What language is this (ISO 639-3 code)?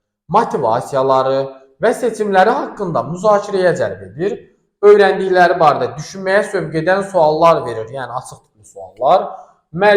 aze